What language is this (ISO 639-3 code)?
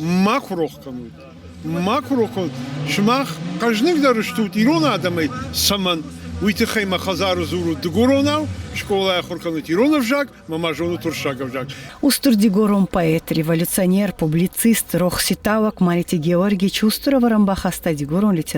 oss